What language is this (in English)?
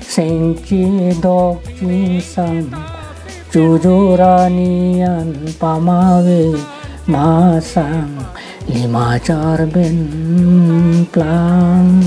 Karbi